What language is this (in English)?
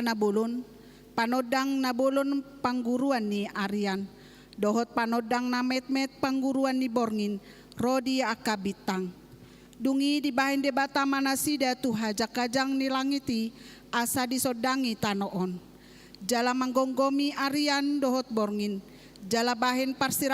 Batak Toba